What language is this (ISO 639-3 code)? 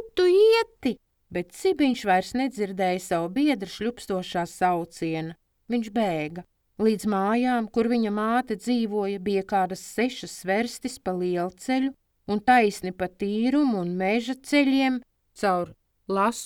lav